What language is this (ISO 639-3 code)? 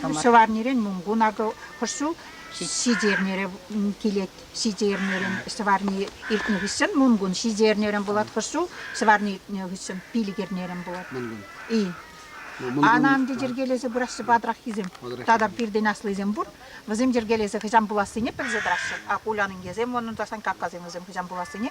chv